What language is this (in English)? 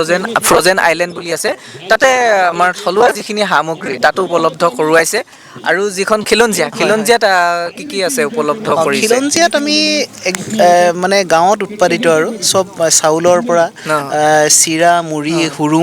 Assamese